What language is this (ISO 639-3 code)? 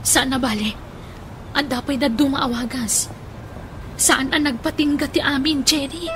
ilo